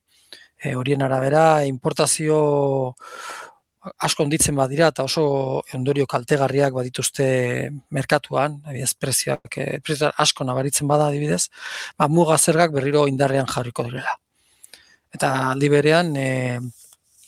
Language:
Basque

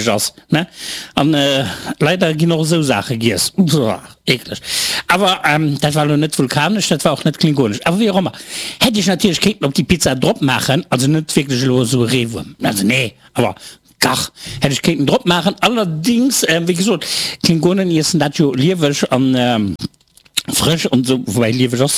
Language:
Luxembourgish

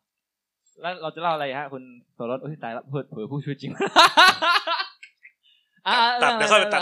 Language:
Thai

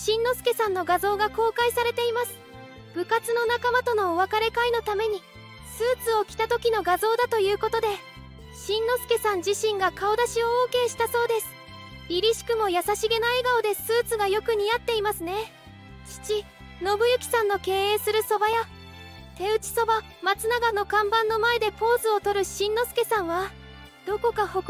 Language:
Japanese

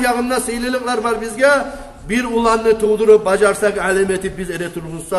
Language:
Kumyk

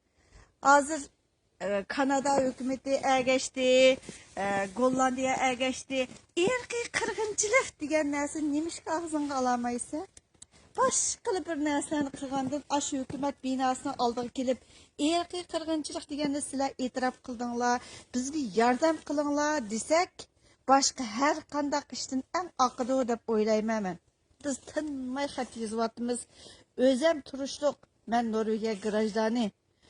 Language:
Uyghur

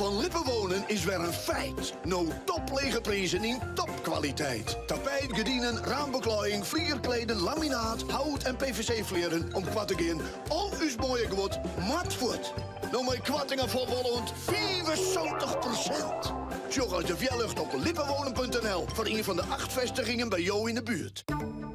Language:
Western Frisian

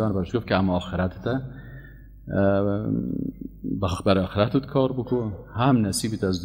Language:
Persian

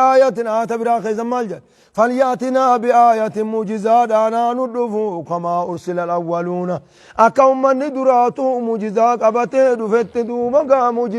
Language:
Oromo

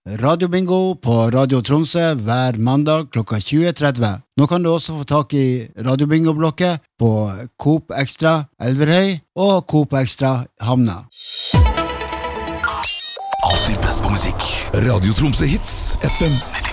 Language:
Norwegian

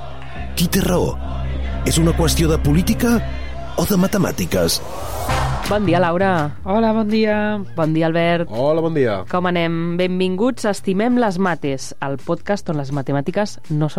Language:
Catalan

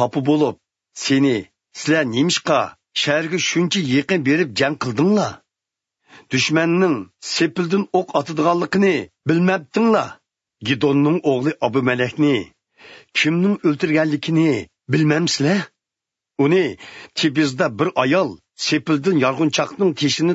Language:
Uyghur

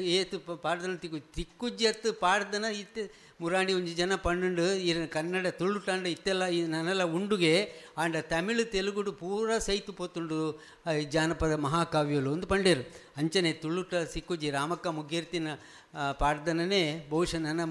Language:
Tulu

